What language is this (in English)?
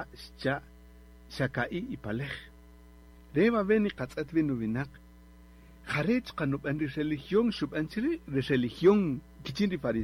Kaqchikel